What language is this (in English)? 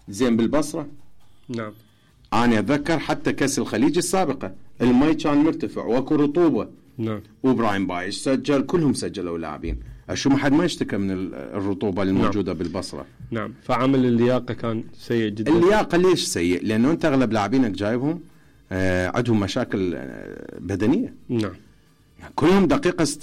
Mesopotamian Arabic